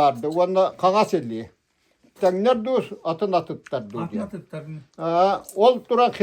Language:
Yakut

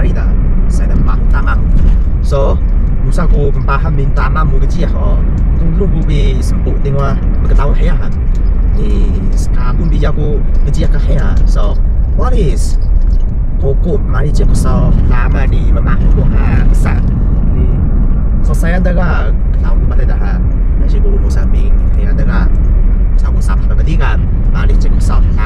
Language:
Taroko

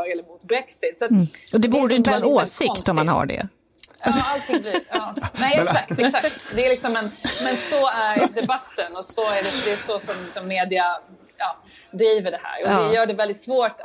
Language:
Swedish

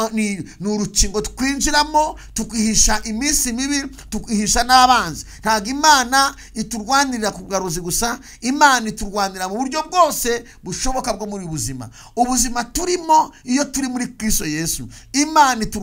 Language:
Kinyarwanda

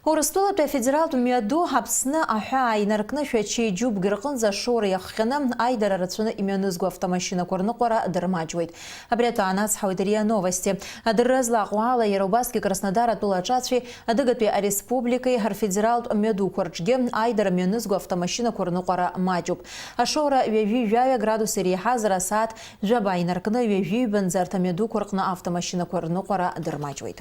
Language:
Abkhazian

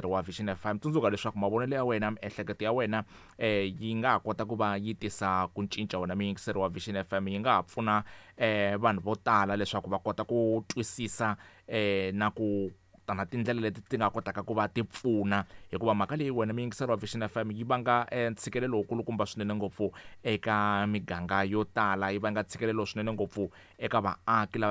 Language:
Tsonga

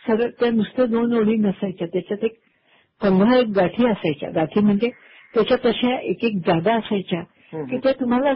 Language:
Marathi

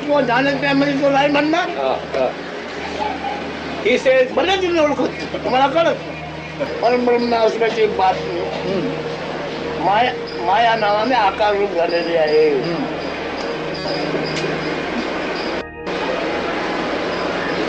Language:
Marathi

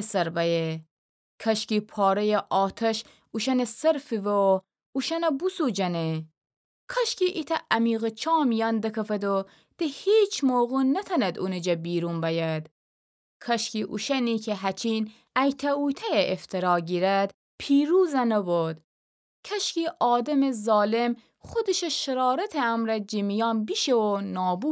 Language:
Gilaki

